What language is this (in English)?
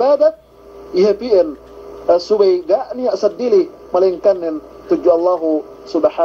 Yakan